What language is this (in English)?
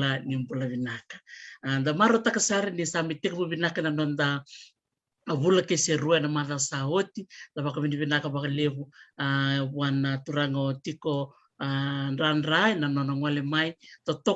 Fijian